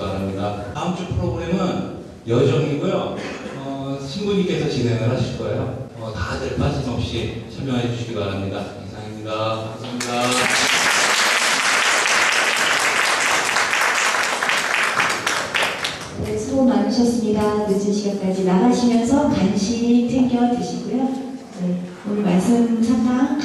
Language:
Korean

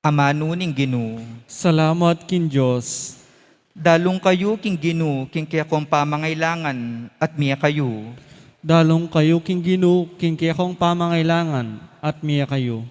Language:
Pampanga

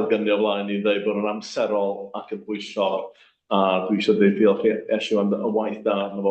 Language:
Welsh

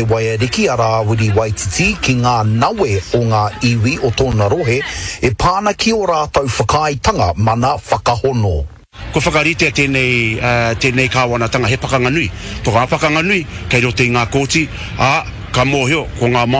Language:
Māori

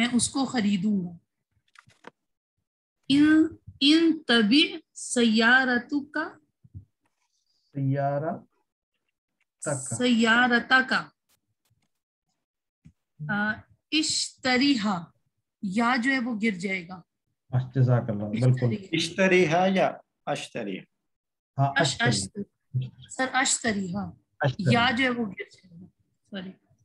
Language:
Urdu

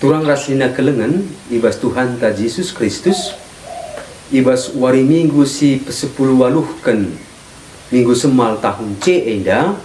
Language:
Batak Karo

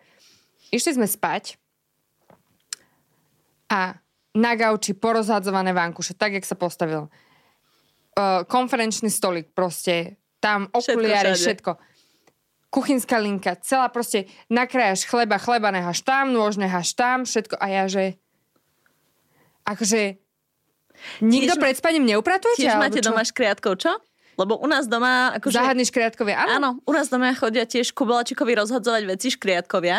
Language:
Slovak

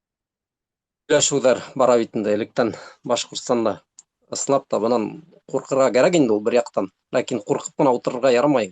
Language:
Bashkir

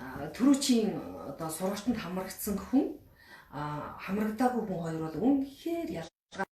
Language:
Mongolian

